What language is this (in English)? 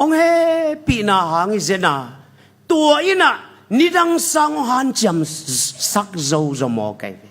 Tedim Chin